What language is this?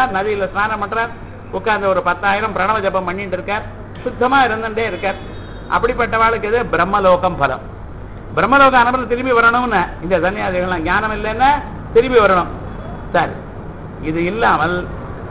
Tamil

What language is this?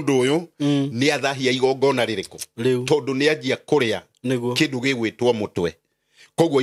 Kikuyu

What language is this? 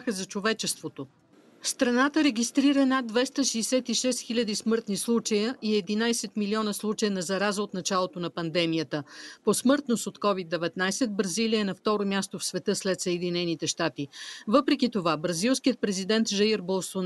Bulgarian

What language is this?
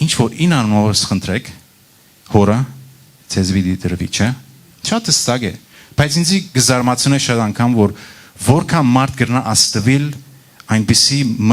Western Armenian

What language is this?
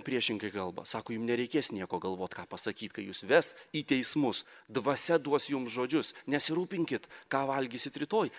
Lithuanian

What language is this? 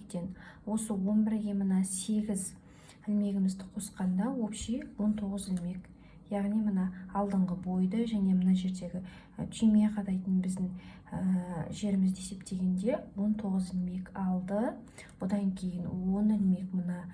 Kazakh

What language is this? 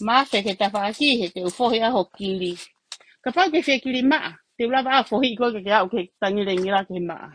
Tongan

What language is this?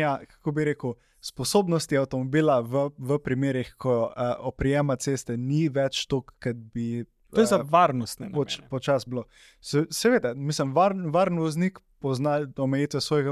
Slovenian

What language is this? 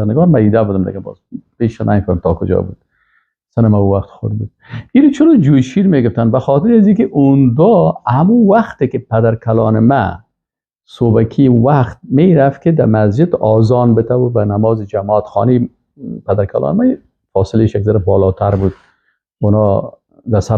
Persian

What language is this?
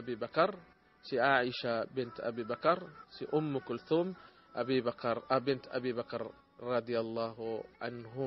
Filipino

